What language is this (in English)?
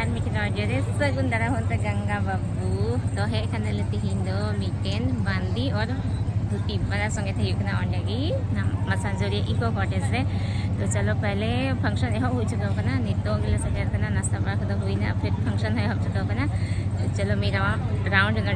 Santali